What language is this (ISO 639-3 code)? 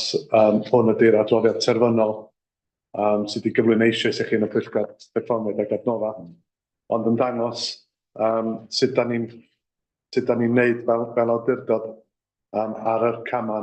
cym